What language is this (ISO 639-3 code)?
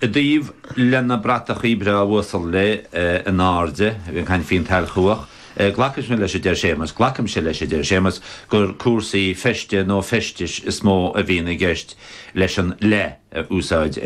gle